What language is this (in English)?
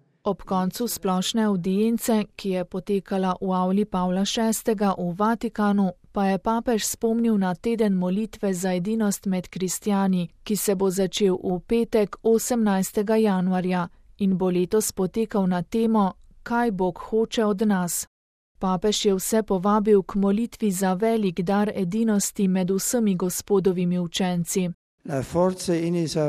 Slovenian